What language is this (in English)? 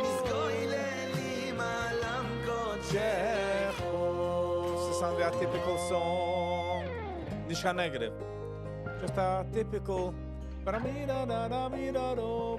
Yiddish